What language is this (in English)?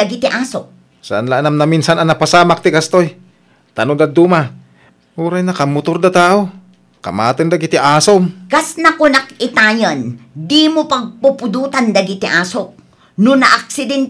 Iloko